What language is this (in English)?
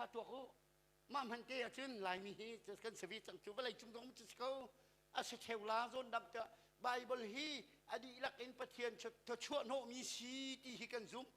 Hakha Chin